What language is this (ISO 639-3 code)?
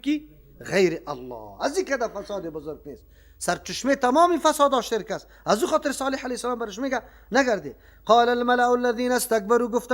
fas